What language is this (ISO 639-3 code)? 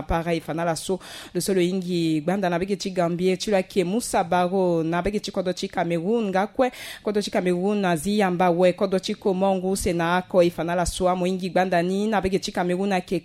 sag